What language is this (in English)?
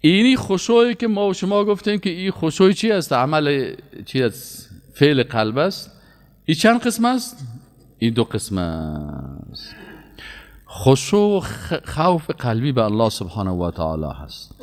Persian